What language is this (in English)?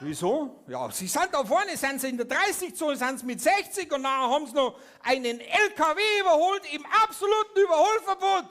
Bavarian